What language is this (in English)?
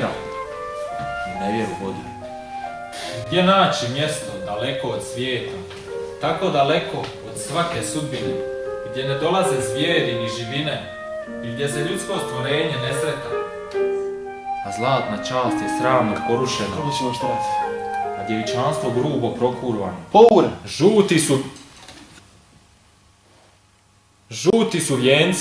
Croatian